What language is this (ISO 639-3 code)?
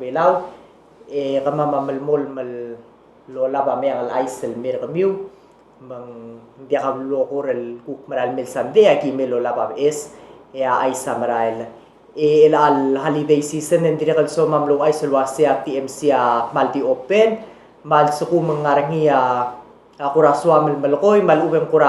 pau